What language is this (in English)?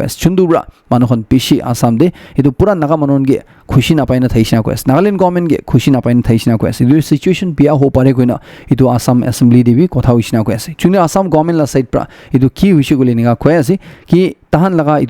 Naga Pidgin